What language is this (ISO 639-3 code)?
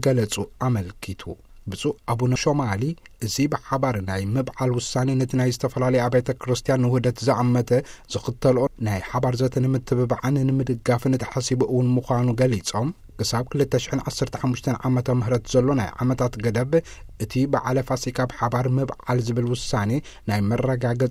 tir